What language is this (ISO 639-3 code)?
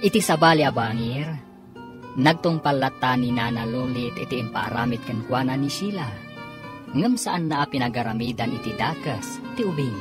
ilo